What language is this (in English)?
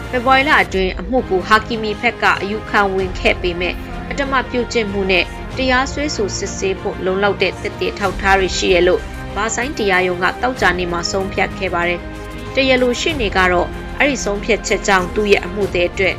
Burmese